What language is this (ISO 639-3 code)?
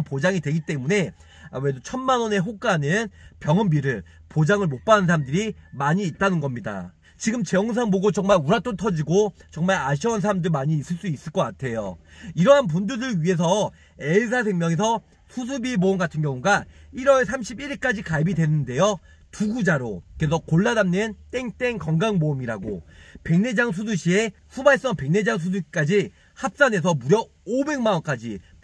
kor